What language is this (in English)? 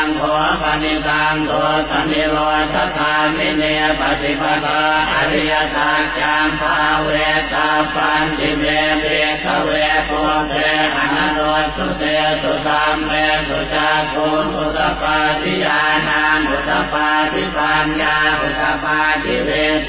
Pali